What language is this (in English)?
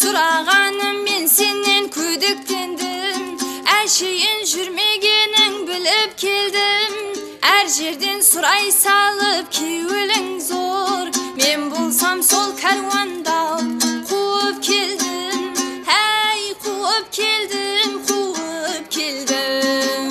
Kara-Kalpak